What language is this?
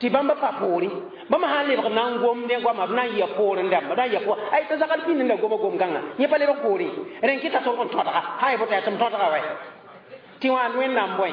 Mossi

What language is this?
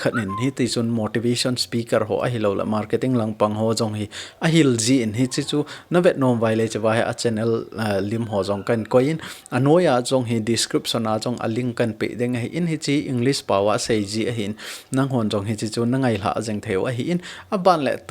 Thado Chin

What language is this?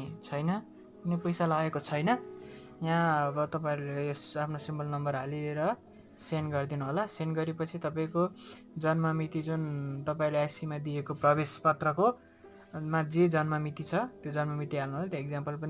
Nepali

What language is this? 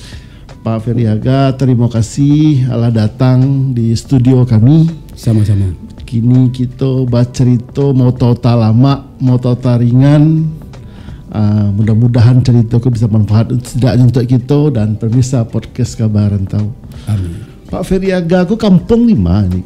Minangkabau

